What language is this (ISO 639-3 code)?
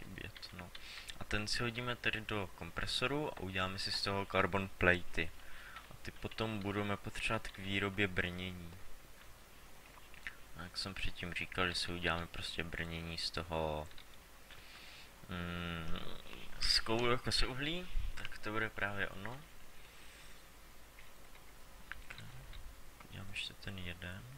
ces